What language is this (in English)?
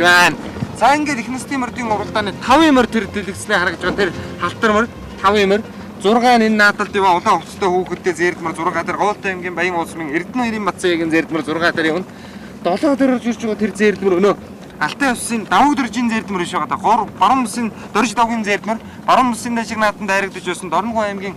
Mongolian